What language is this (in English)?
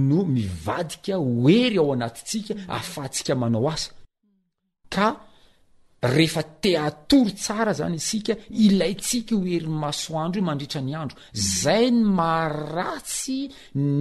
Malagasy